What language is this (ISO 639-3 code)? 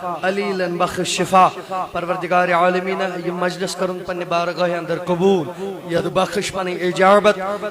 kas